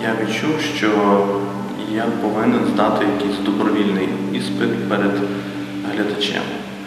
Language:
Ukrainian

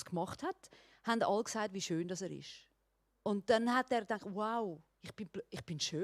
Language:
Swiss German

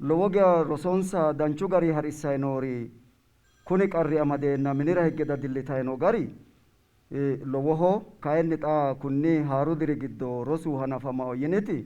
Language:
Sidamo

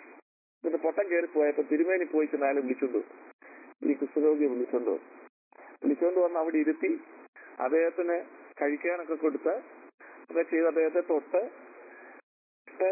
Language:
Malayalam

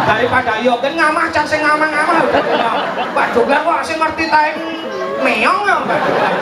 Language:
Balinese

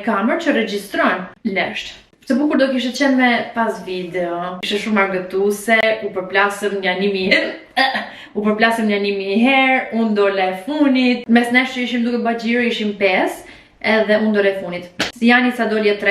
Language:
Albanian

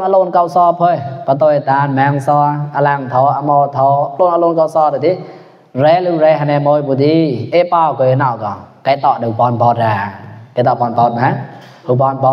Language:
Mon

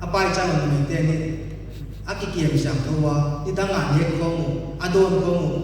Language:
Paite Chin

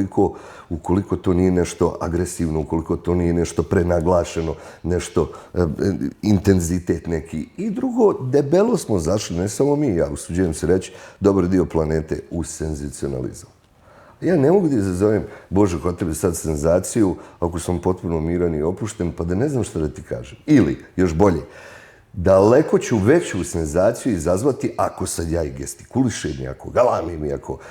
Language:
Bosnian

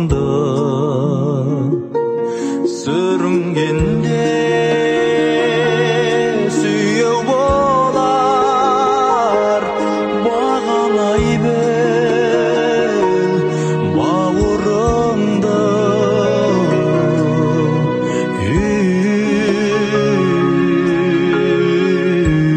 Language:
Kazakh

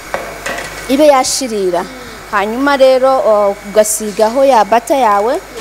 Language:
Kinyarwanda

